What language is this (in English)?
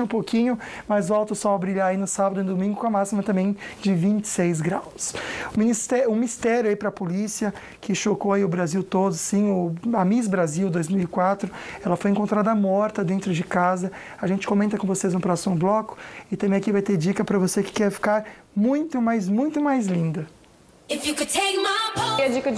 Portuguese